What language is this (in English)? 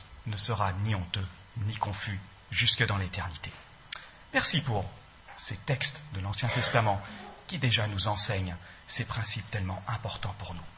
French